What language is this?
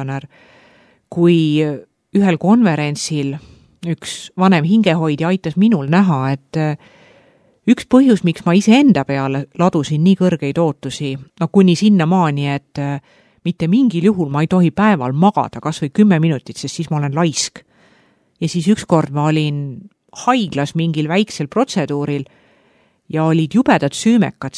Estonian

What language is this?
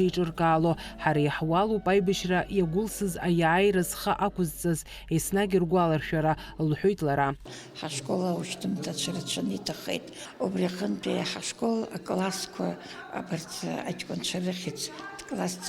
Abkhazian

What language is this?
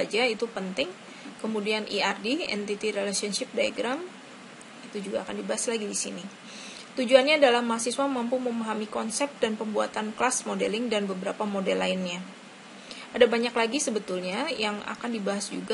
Indonesian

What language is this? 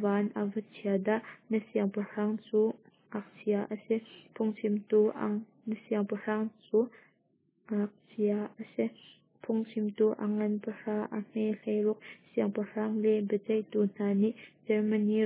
Hakha Chin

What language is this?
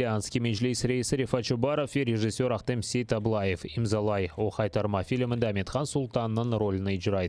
Crimean Tatar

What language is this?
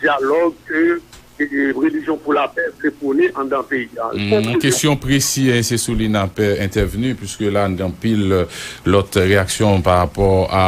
Haitian Creole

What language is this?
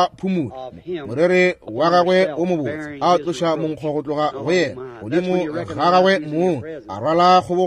Northern Sotho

